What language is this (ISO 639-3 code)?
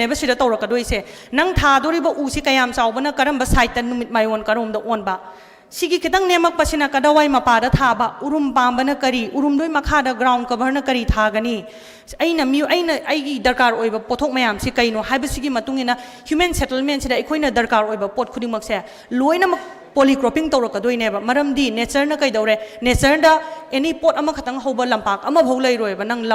mni